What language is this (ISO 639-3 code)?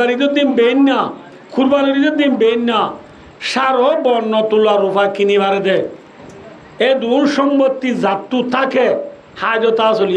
rhg